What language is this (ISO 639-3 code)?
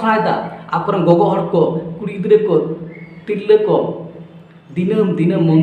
sat